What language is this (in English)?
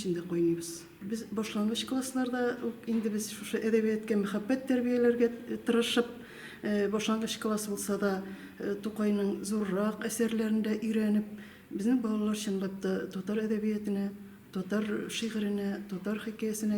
Tatar